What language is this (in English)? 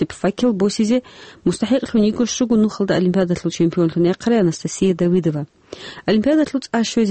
Avaric